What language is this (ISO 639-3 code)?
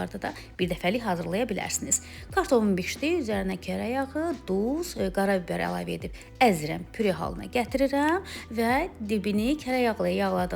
aze